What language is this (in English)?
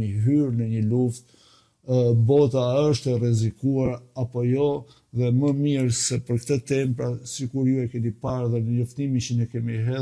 Albanian